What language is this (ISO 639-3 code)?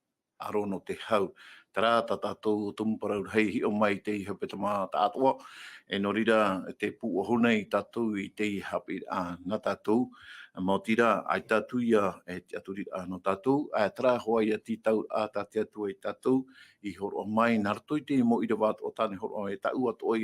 tah